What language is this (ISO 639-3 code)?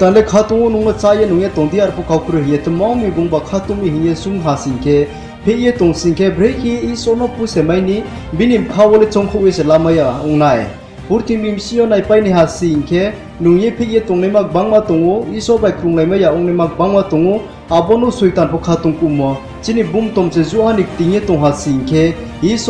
ria